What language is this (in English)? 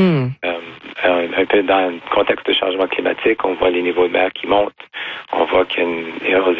French